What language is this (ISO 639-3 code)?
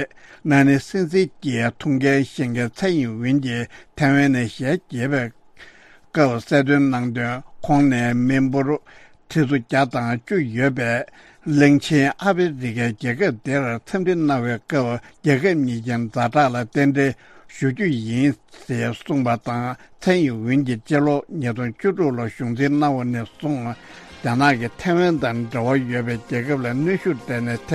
bod